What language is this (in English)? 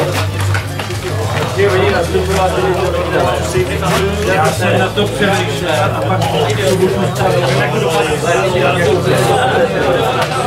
Czech